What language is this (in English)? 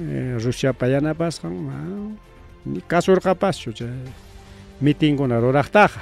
Ayacucho Quechua